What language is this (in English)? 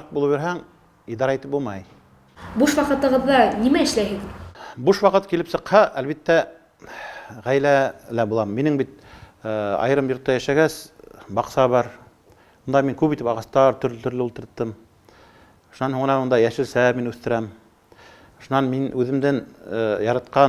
Bashkir